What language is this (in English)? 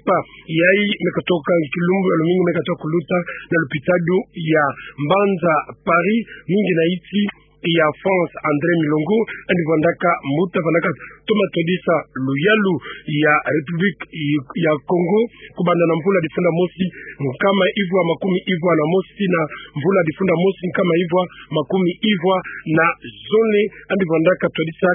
Kituba (Democratic Republic of Congo)